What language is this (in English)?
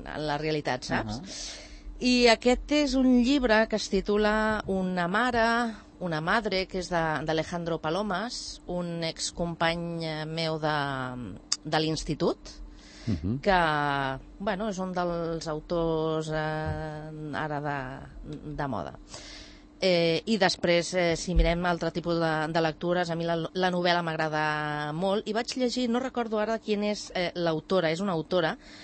Catalan